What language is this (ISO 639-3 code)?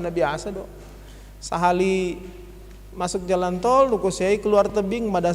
bts